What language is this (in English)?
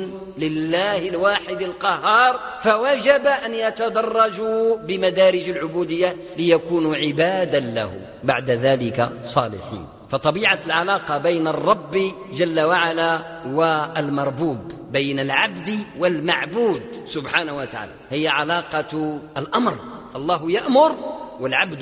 Arabic